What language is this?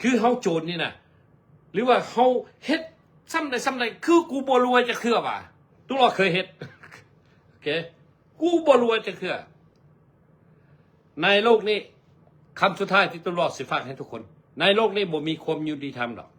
Lao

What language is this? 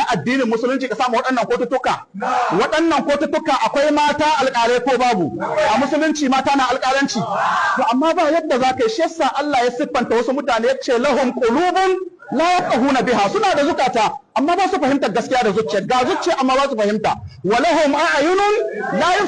Hausa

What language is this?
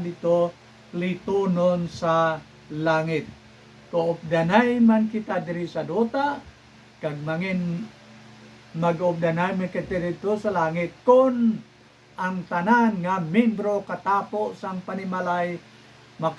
Hiligaynon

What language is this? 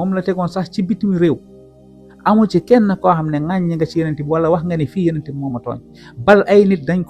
Wolof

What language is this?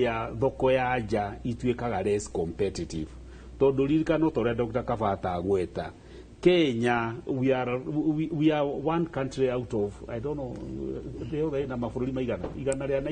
Kikuyu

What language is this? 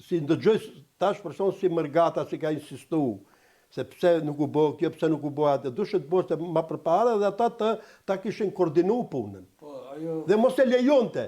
Albanian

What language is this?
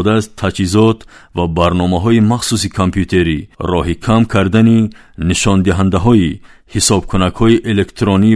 Tajik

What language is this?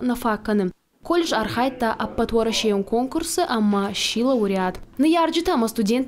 Ossetic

